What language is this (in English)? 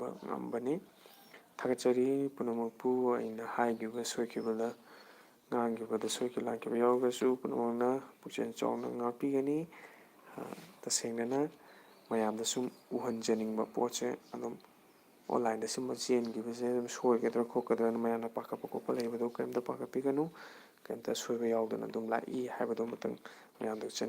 Manipuri